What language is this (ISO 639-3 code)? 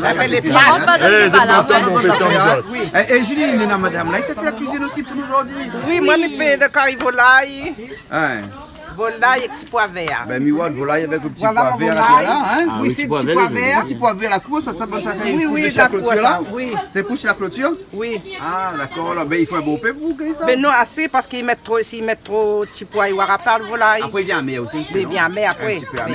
rcf